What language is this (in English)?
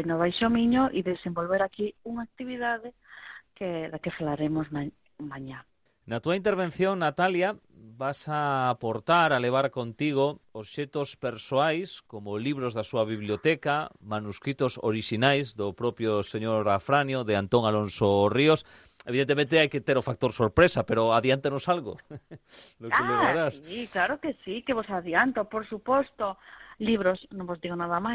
Galician